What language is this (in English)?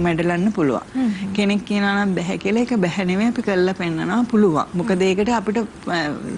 Sinhala